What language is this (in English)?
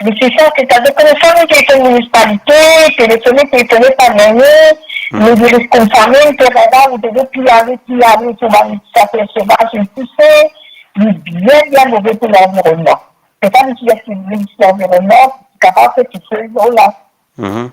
Morisyen